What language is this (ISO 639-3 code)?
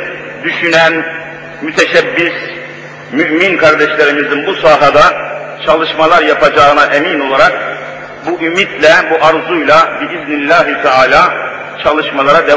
tur